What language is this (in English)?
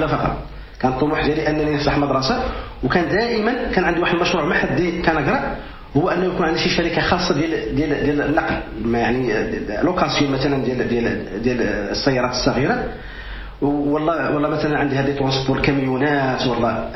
Moroccan Arabic